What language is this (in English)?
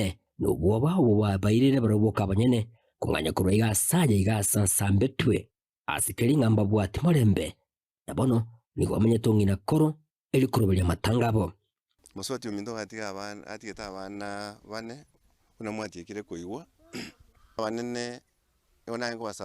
Gusii